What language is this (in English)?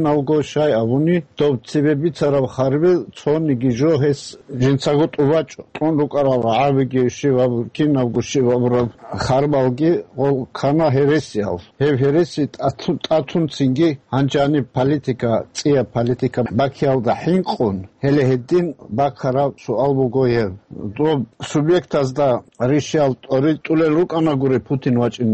Avaric